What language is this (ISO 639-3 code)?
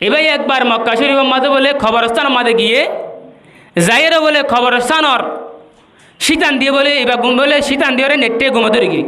rhg